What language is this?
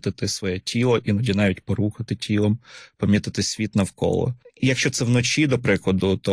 Ukrainian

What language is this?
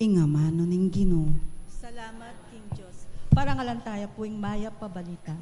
Pampanga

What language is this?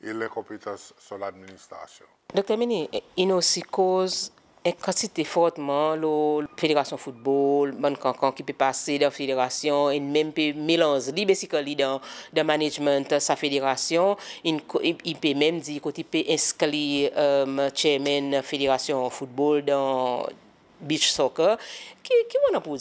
Seselwa Creole French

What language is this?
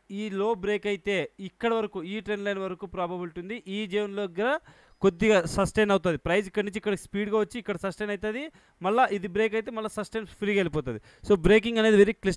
Telugu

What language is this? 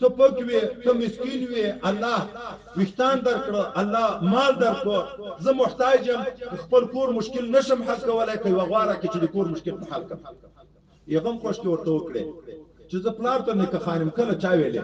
Pashto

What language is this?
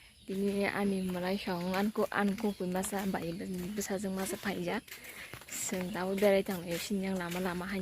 Kok Borok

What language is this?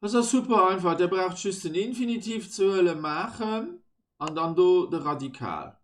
Luxembourgish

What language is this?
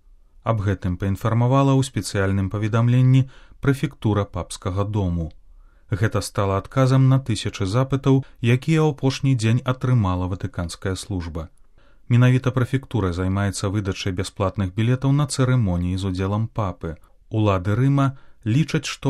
Belarusian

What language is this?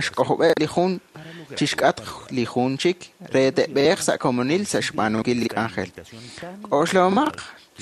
Kekchí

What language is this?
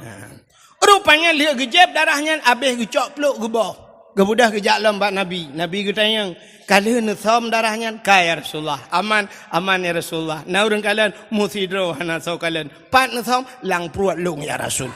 Achinese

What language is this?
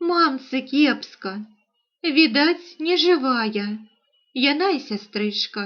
Belarusian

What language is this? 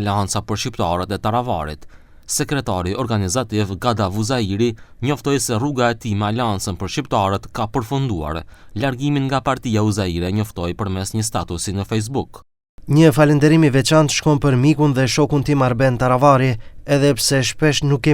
Albanian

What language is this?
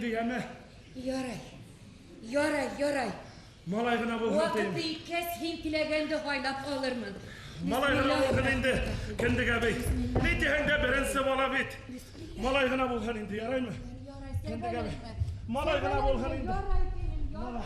Bashkir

